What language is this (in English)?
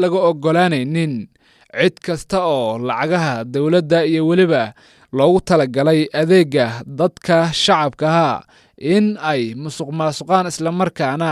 Somali